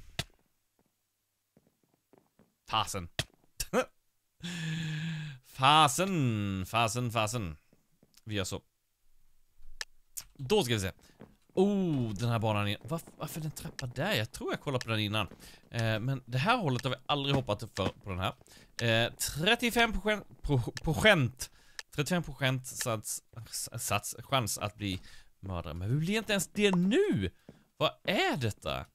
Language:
Swedish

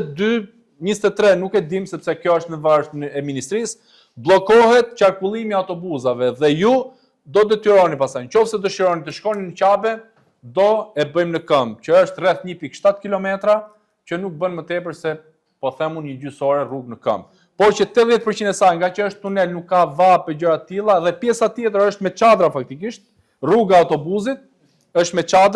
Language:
Albanian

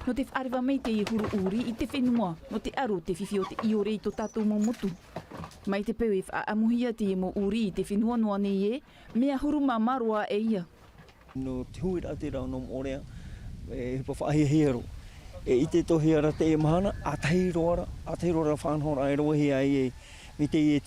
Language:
Tahitian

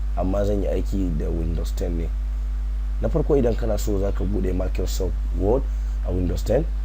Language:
Hausa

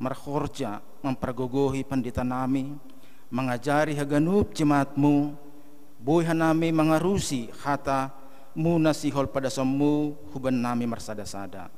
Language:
Batak Simalungun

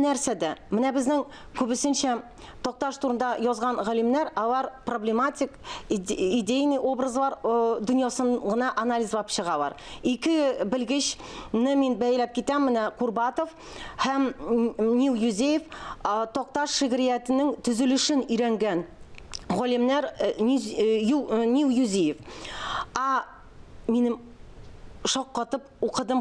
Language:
Tatar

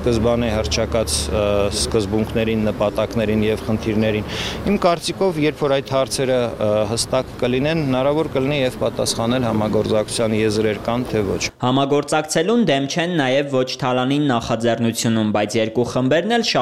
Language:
Armenian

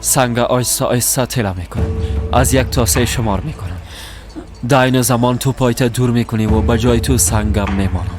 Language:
Persian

